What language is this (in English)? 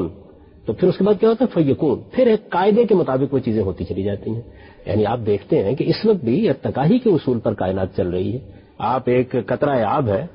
Urdu